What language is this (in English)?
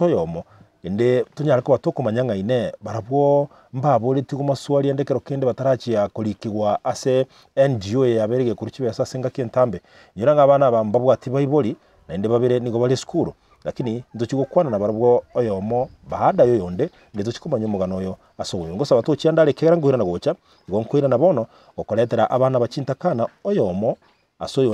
Gusii